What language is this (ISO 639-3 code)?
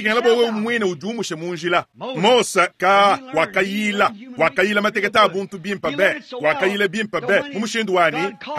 lua